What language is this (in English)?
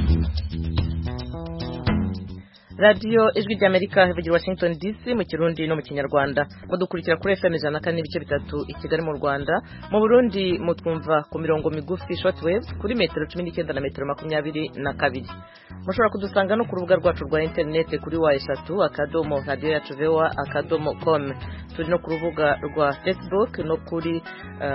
Kinyarwanda